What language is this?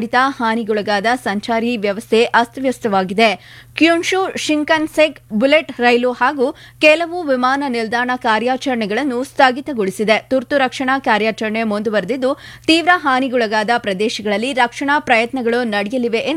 Kannada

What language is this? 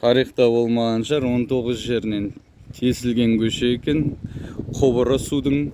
Kazakh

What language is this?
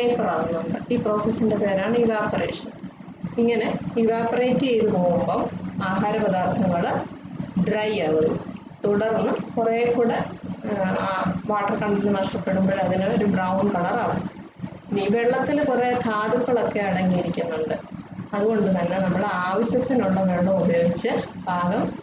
Malayalam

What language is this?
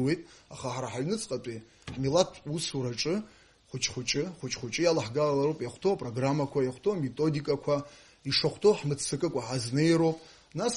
Abkhazian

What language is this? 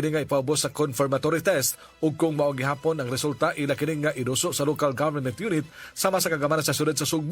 Cebuano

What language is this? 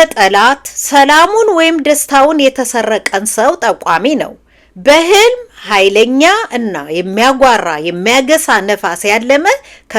Amharic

